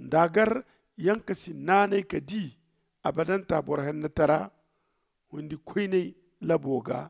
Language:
Zarma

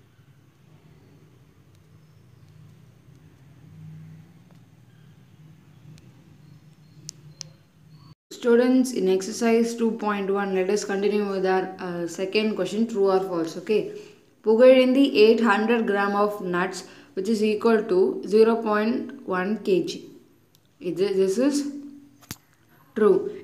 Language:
Tamil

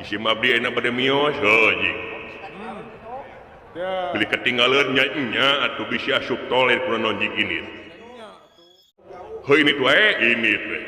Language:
Sundanese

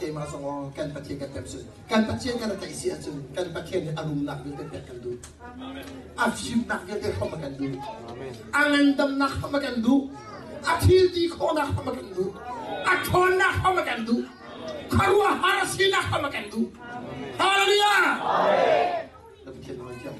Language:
Hakha Chin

